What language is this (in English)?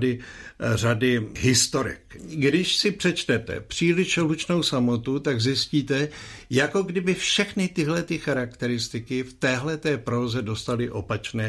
Czech